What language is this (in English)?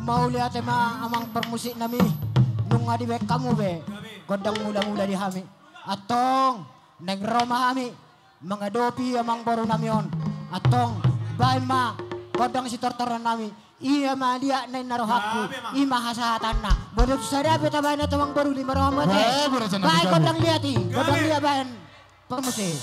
Batak Toba